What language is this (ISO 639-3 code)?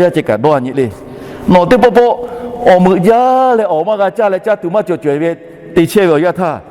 lhu